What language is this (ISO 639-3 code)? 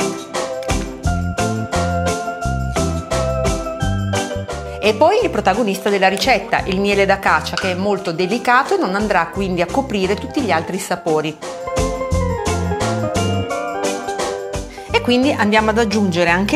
ita